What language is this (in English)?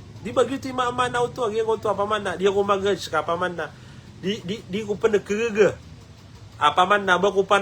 Maranao